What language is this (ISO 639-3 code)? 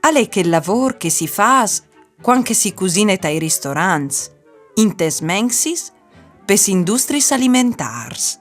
fur